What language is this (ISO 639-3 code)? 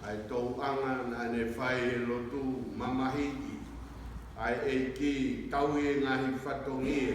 ton